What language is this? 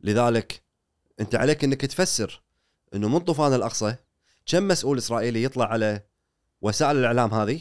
Gulf Arabic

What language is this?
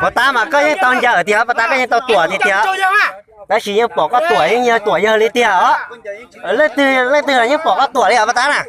Hmong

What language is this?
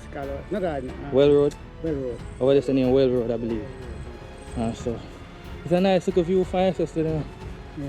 Jamaican Creole English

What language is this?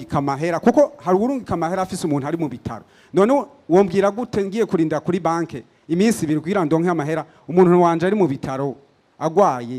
Rundi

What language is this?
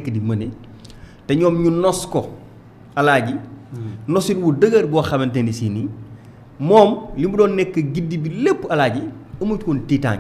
Wolof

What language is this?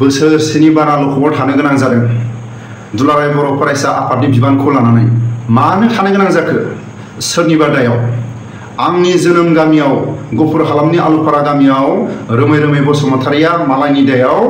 Bodo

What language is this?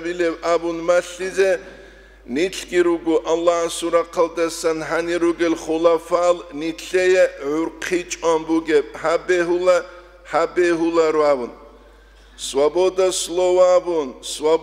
Avaric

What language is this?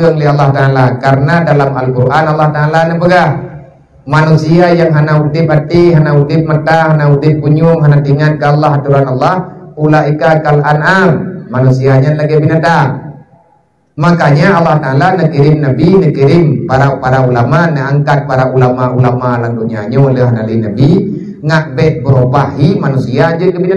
Achinese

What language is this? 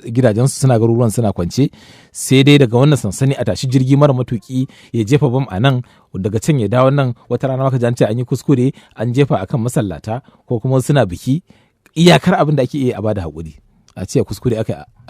Hausa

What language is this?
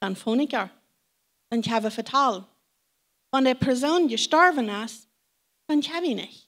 Plautdietsch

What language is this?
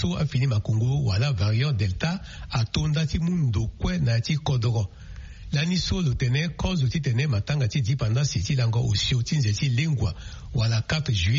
Sango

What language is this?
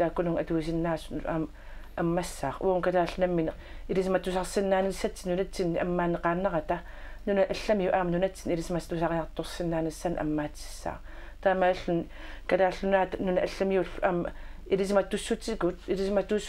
Kalaallisut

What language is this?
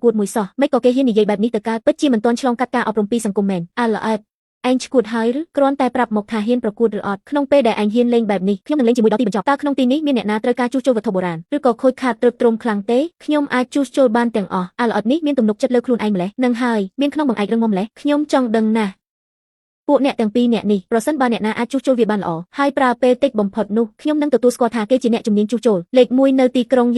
Khmer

